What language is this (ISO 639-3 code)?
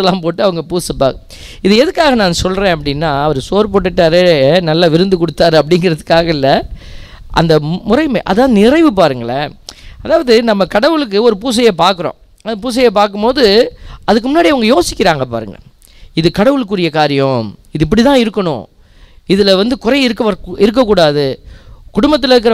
tam